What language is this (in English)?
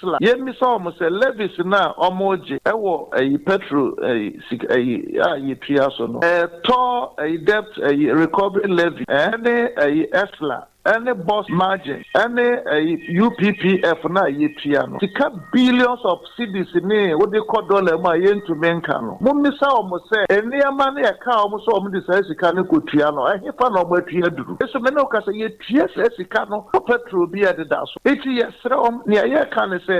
Akan